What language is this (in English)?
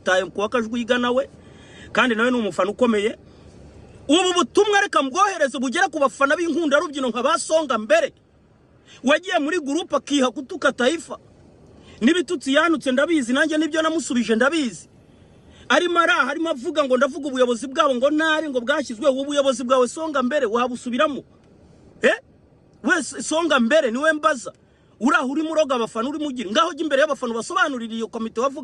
Kinyarwanda